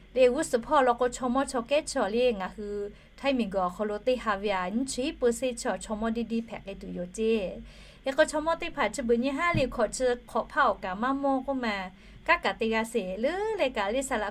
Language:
Lahu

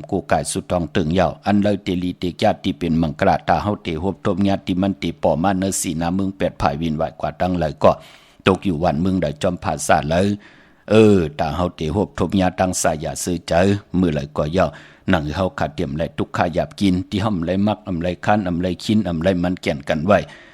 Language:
Shan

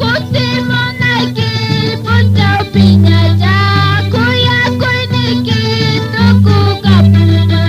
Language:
Quechua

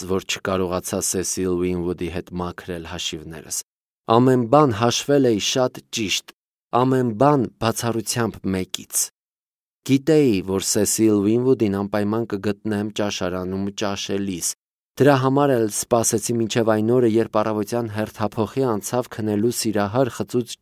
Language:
Armenian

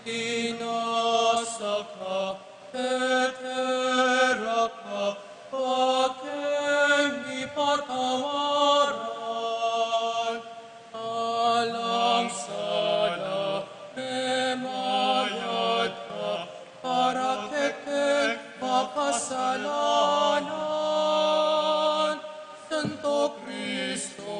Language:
Pampanga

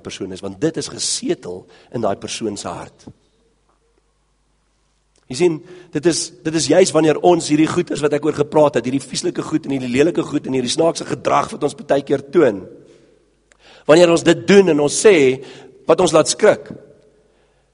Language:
Afrikaans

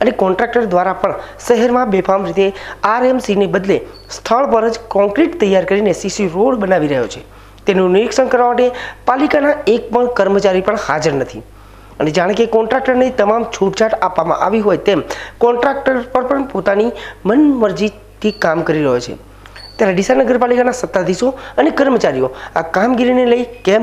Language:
Gujarati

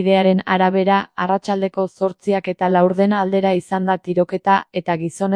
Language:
Basque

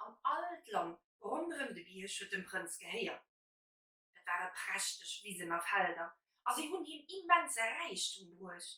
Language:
Luxembourgish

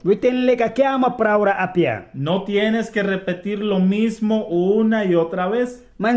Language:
Mískito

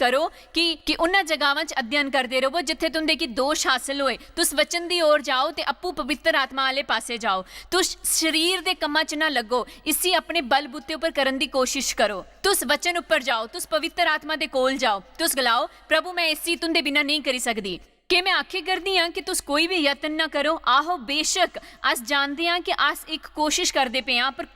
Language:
Dogri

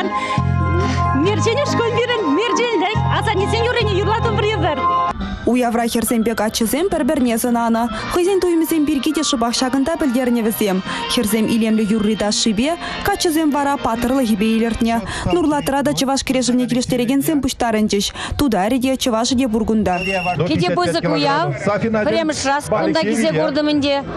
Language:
Chuvash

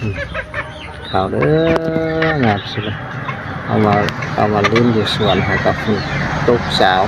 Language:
Lao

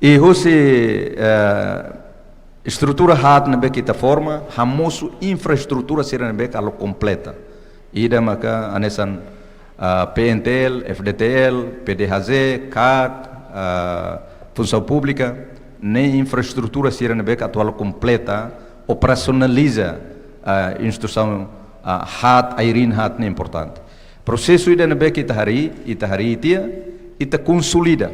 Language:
Tetum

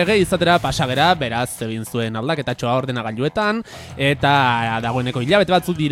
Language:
Basque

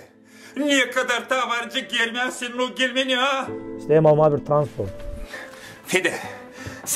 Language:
Gagauz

